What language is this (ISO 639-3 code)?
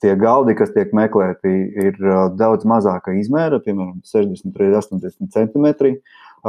lav